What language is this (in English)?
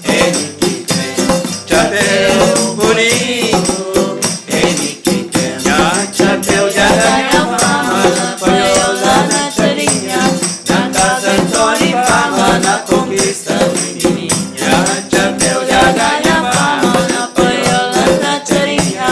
Kabuverdianu